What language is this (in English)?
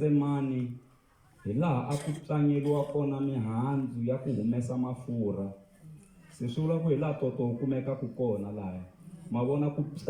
Tsonga